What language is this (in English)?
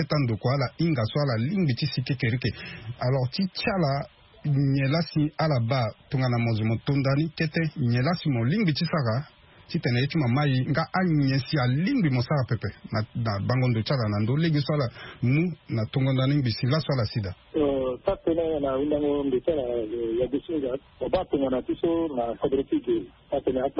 Sango